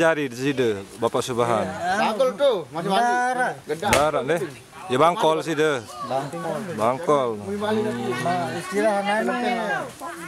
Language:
Sasak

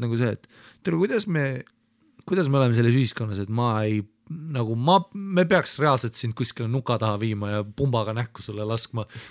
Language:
Estonian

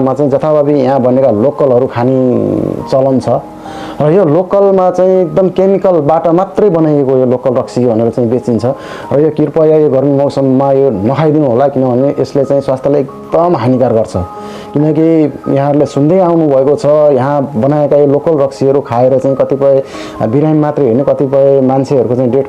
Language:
Nepali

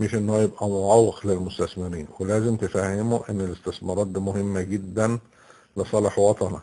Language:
Egyptian Arabic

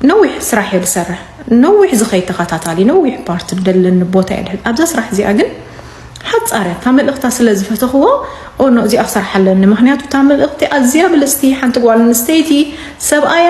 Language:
Tigrinya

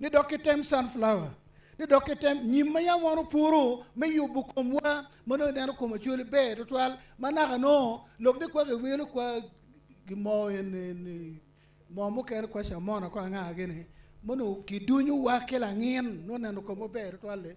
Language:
Acoli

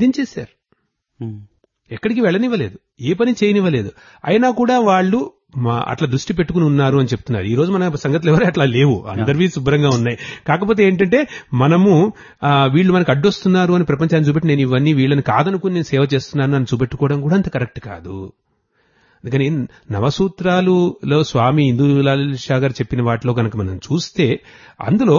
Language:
Telugu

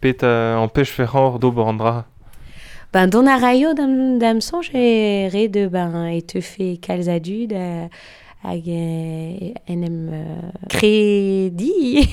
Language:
Breton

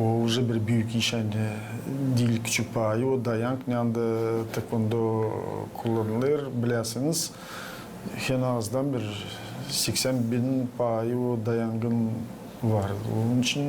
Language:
Gagauz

